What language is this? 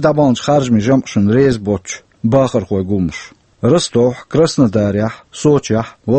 Chechen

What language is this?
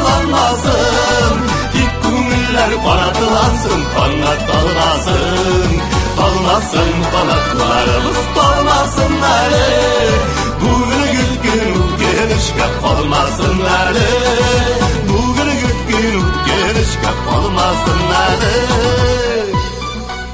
Tatar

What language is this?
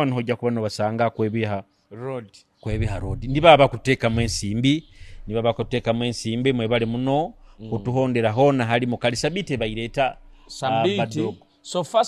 Nyoro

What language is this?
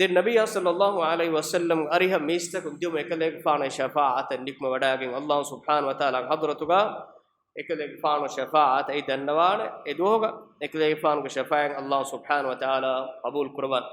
Divehi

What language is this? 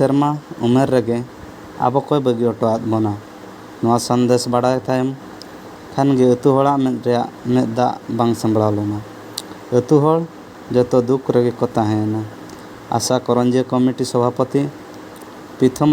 Santali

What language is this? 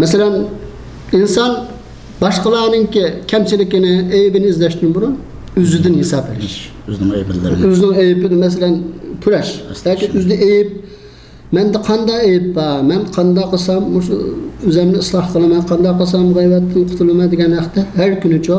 Uyghur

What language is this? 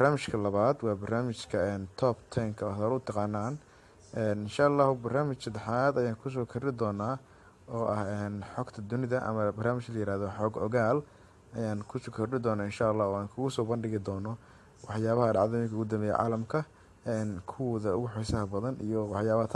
Somali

